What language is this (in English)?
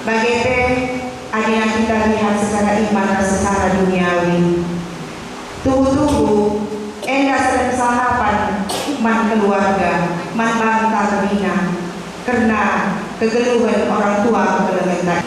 Batak Karo